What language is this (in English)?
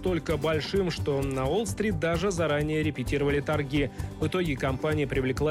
Russian